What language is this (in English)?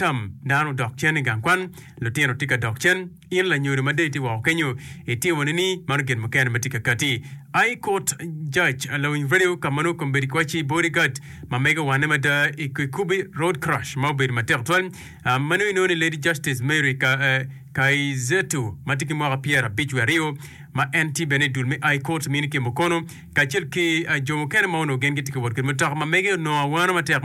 Acoli